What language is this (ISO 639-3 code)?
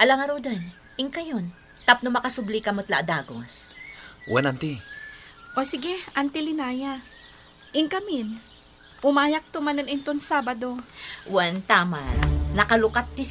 ilo